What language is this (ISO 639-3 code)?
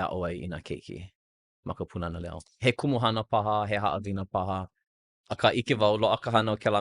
haw